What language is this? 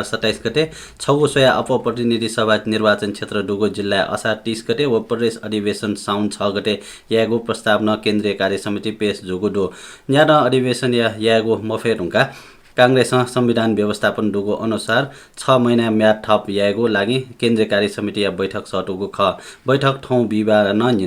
Newari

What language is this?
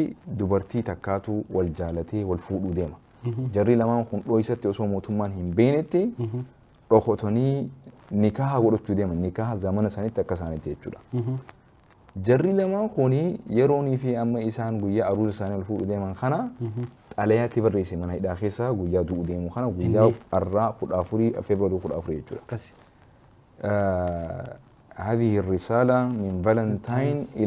Oromo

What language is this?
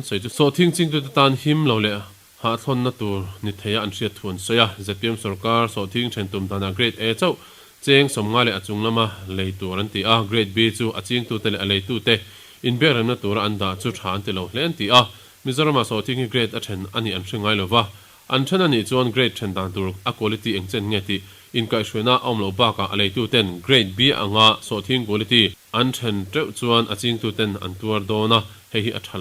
Mizo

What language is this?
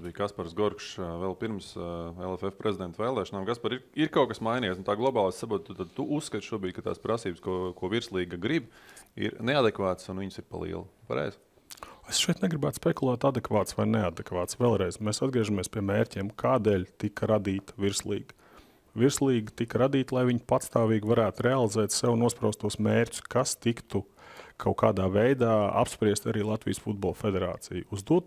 Latvian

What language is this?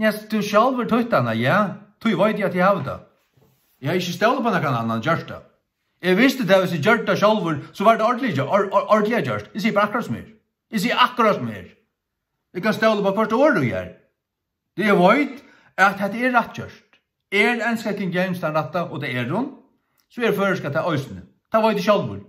Faroese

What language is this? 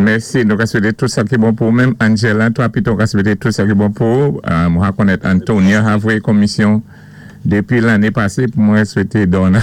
Saint Lucian Creole French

